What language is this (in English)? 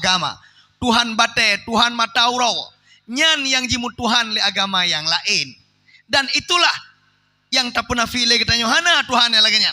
Achinese